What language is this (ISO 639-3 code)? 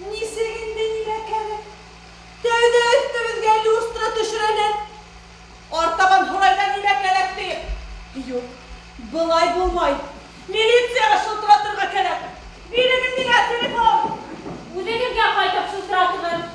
bak